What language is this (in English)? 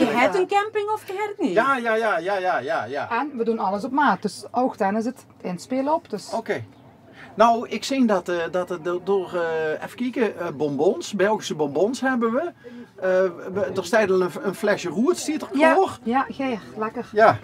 Limburgish